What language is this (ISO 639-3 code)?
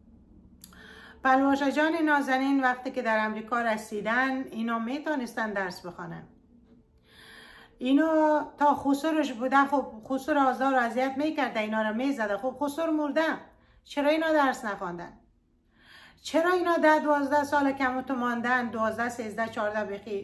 fas